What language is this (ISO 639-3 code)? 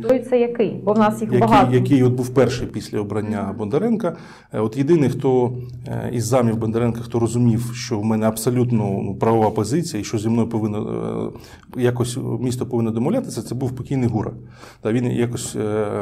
ukr